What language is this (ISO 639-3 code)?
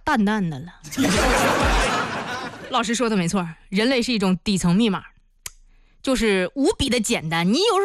zho